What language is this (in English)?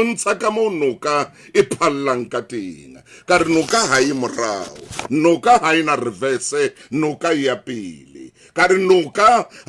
Southern Sotho